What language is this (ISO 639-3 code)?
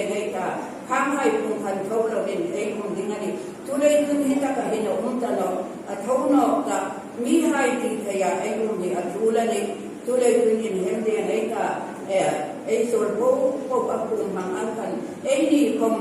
hmr